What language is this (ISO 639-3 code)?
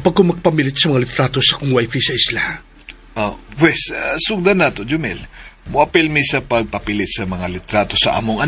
ceb